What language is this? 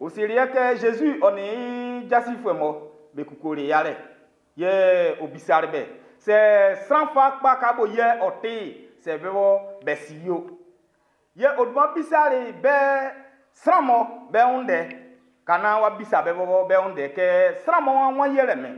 Baoulé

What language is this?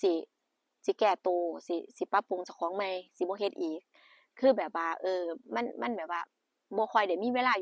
Northeastern Thai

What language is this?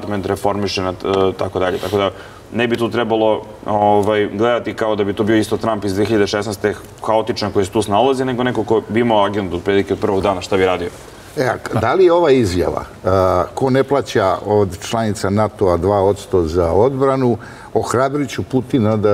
Serbian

